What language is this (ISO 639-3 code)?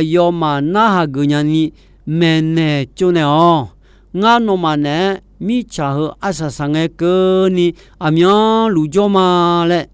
ahk